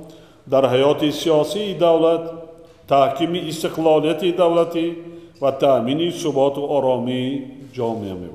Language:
Tajik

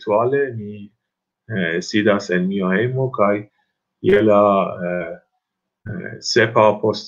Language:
Esperanto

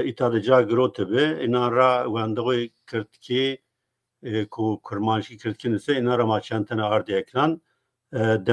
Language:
Zaza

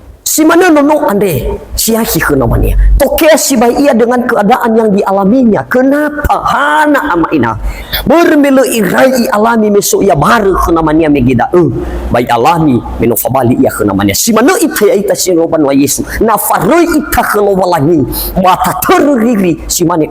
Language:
Nias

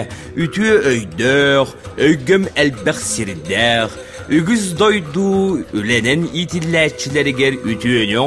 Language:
Yakut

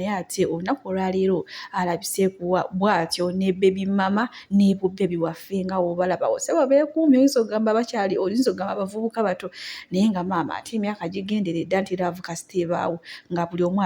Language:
Ganda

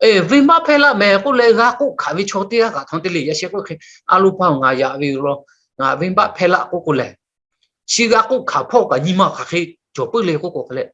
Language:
Lahu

